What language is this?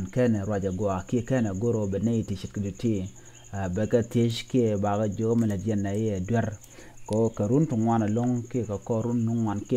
Nuer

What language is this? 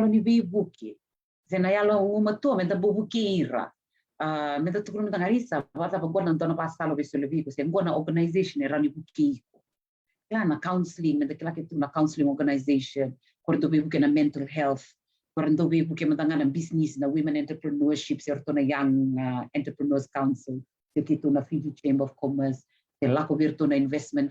Fijian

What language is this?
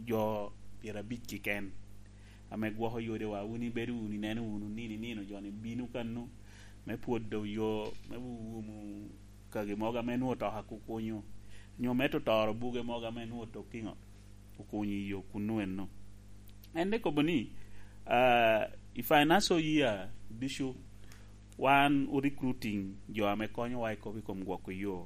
Lango (Uganda)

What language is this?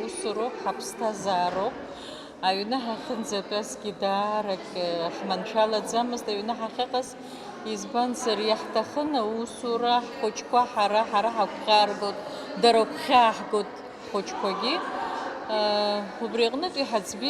Abkhazian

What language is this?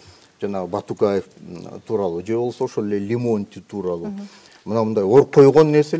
Kyrgyz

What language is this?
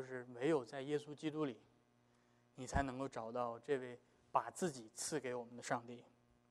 Chinese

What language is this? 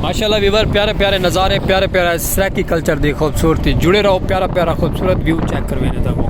Saraiki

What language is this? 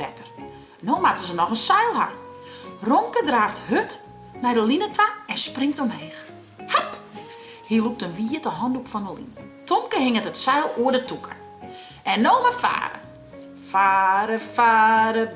Western Frisian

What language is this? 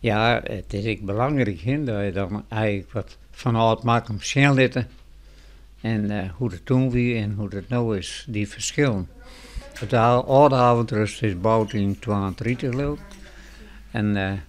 Western Frisian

